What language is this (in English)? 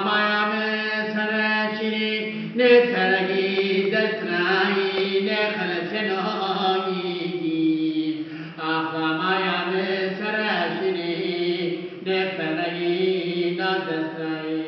Zaza